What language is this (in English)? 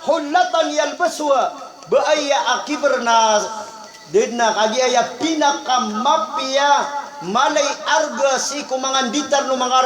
Maranao